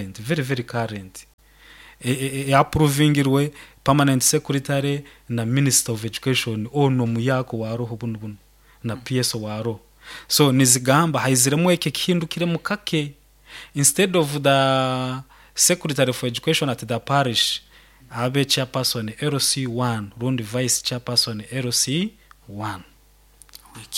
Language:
Nyoro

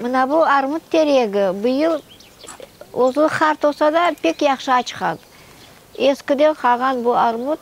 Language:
Crimean Tatar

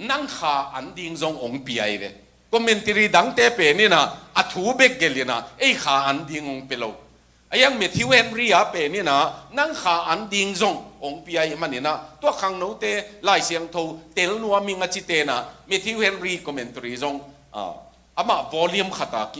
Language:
Tedim Chin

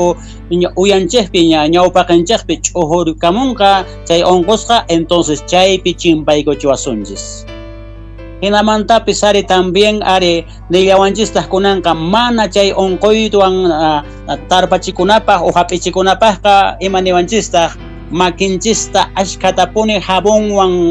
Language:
South Bolivian Quechua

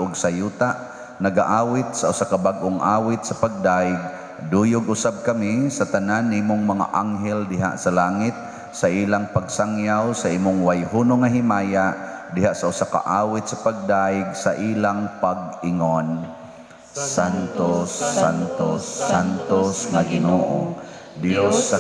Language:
Cebuano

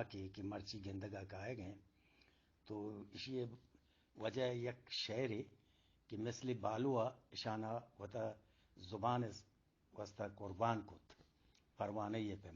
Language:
Eastern Balochi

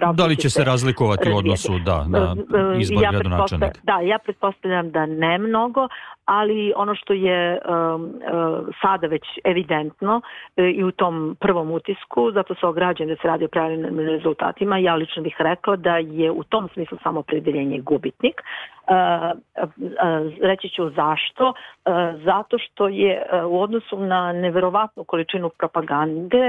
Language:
Serbian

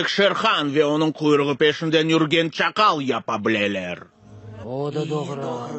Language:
Crimean Tatar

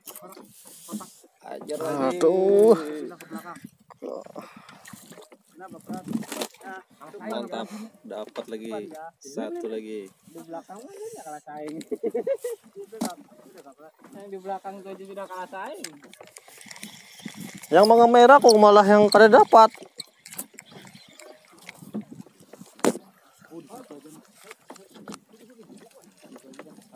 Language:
Indonesian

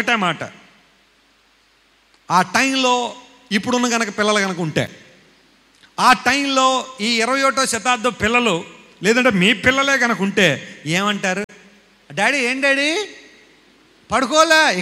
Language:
Telugu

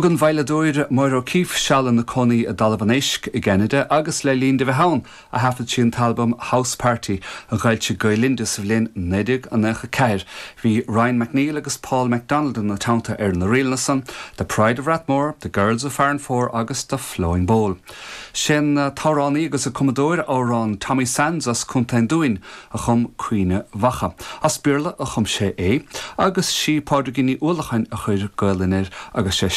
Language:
Irish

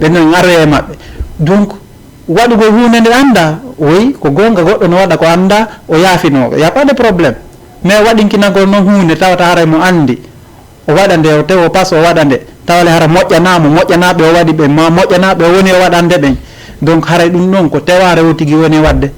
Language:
Fula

